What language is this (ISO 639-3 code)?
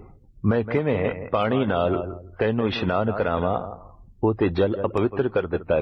pan